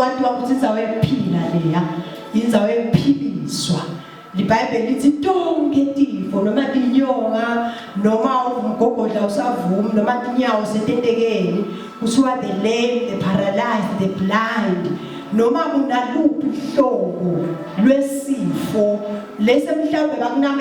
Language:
Zulu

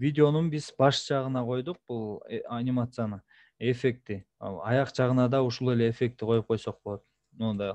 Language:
Kyrgyz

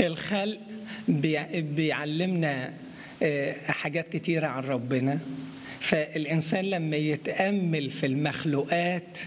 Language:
Egyptian Arabic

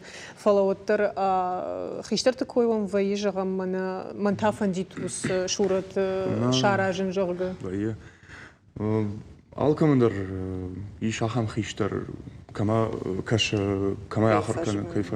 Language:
Ossetic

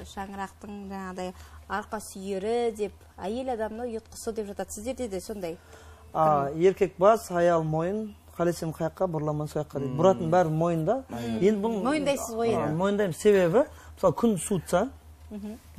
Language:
Kara-Kalpak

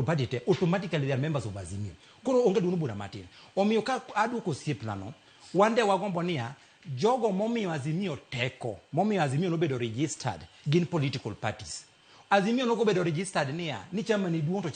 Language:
Luo (Kenya and Tanzania)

